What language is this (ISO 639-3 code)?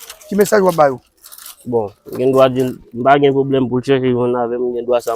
hat